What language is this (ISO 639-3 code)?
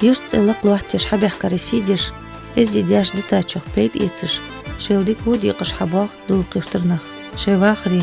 inh